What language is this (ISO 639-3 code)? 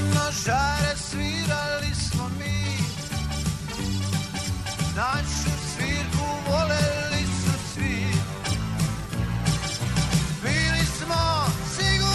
srp